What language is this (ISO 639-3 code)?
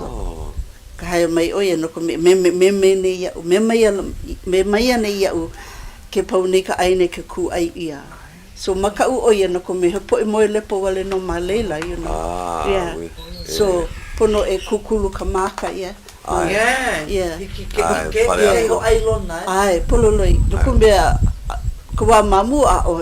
haw